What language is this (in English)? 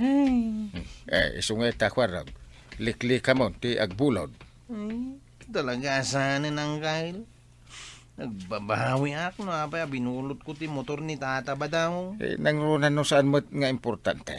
Iloko